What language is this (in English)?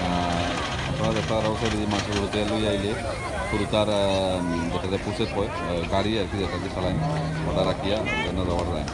Sylheti